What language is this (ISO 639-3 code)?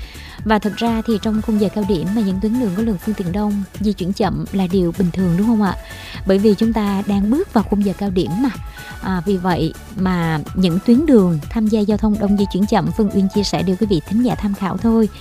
vie